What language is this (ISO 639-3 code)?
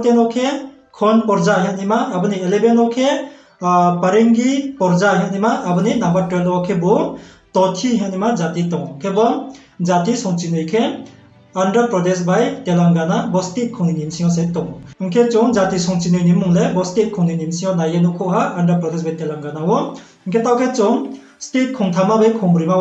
ria